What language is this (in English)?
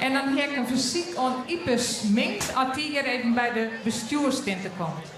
Western Frisian